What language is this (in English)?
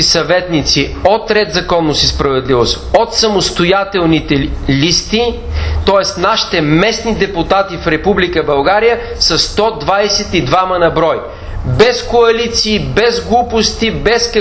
Bulgarian